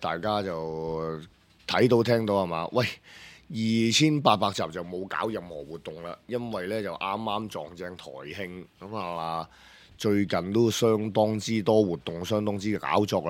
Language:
Cantonese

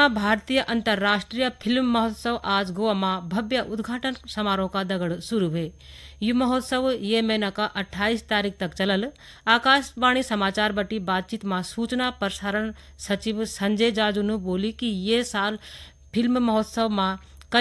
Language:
Garhwali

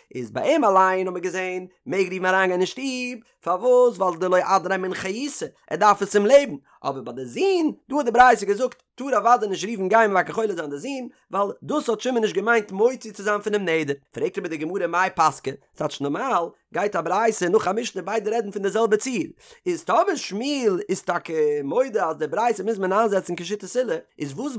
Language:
Yiddish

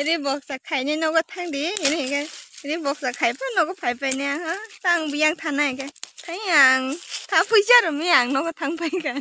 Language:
Kok Borok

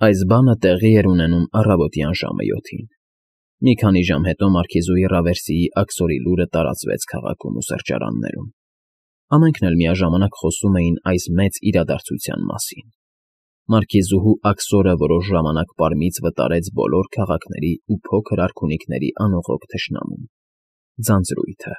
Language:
Armenian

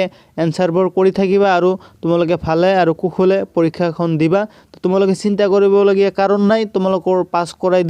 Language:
Assamese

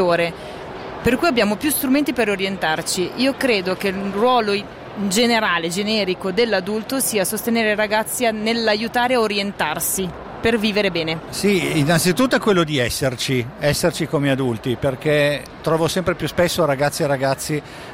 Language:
Italian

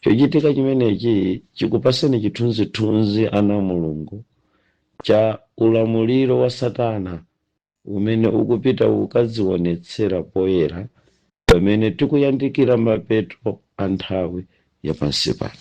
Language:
Nyanja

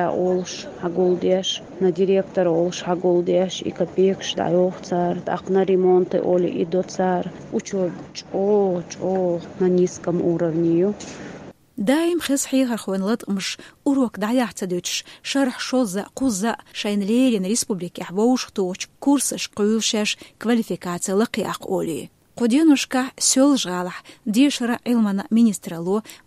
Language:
Chechen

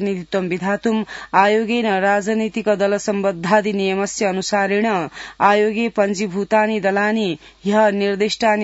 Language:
Sanskrit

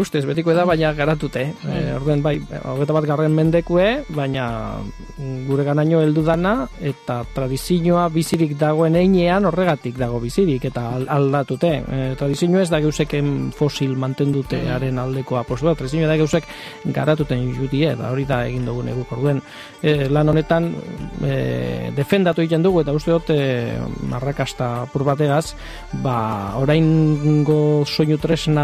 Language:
Basque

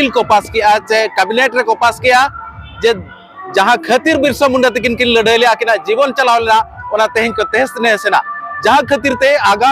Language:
Ho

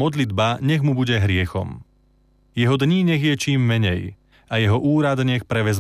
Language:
Slovak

